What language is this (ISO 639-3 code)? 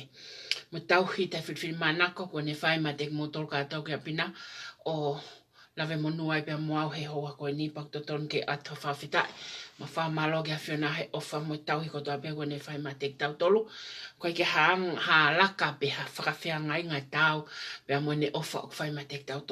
ton